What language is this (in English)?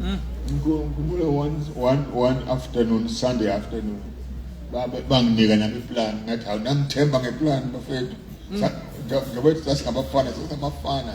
Zulu